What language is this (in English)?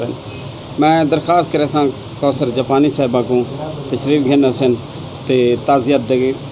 Saraiki